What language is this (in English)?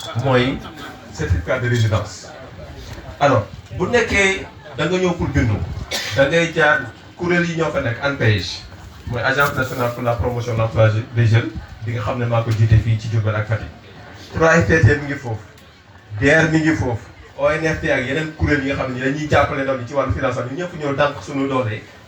Wolof